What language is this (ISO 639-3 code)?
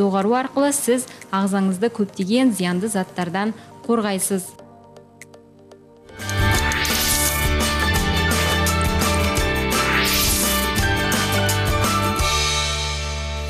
kaz